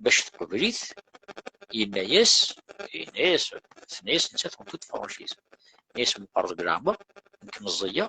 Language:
Kabyle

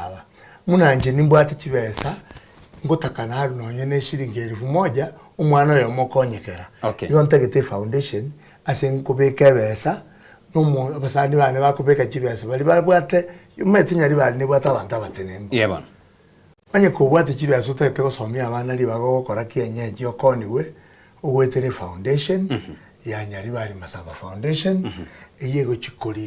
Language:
Gusii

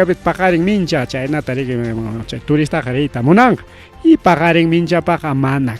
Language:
Ayacucho Quechua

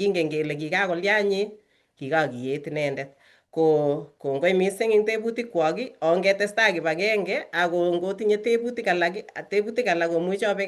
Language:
Kalenjin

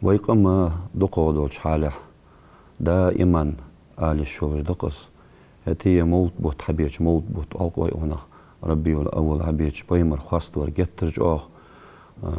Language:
Ingush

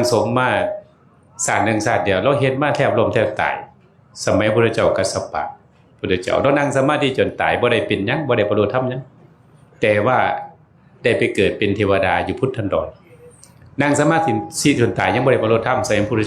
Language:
Northeastern Thai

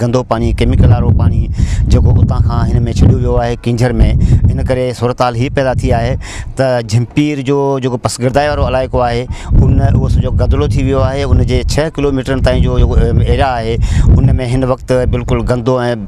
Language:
Sindhi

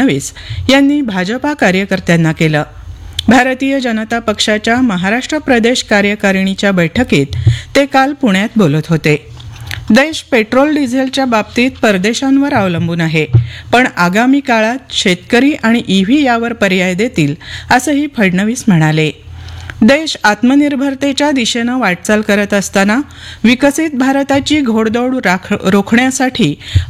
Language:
Marathi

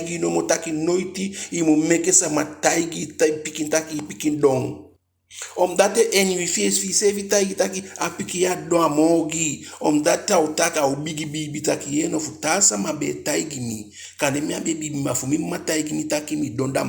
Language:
Eastern Maroon Creole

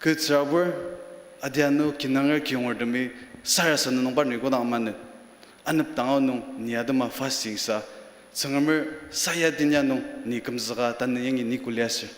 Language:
Ao Naga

